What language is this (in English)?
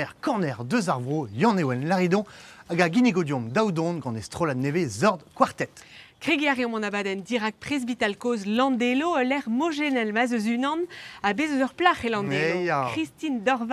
Breton